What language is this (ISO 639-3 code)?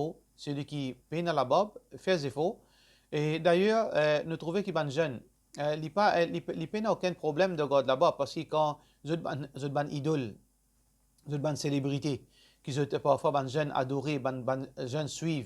mfe